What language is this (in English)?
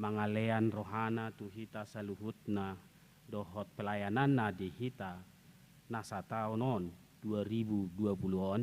Batak Toba